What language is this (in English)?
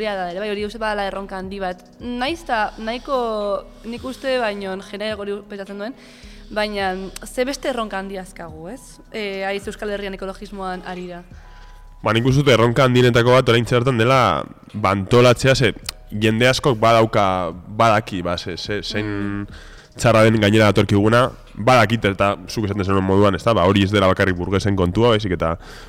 Basque